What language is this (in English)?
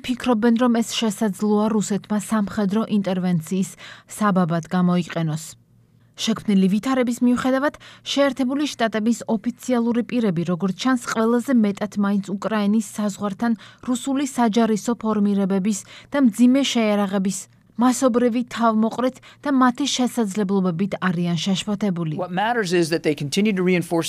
Georgian